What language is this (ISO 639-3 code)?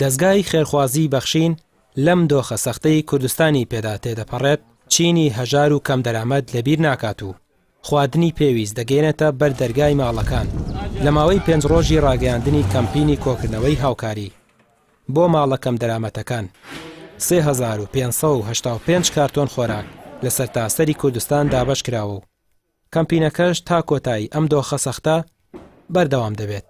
ckb